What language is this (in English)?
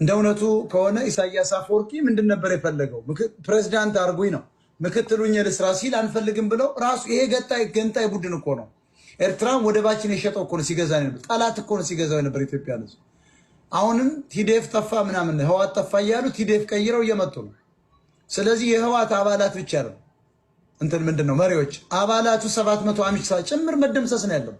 Amharic